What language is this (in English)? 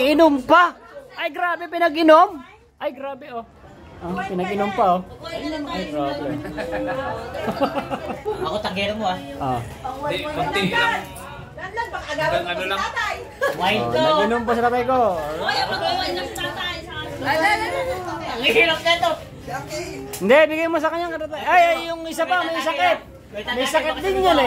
Filipino